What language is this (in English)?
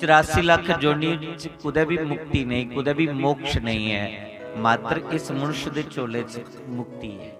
Dogri